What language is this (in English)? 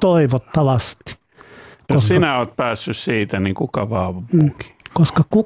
Finnish